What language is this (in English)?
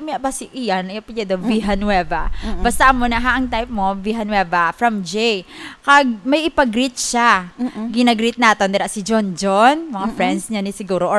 Hiligaynon